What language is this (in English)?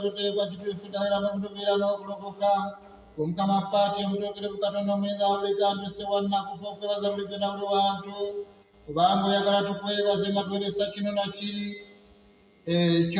Ganda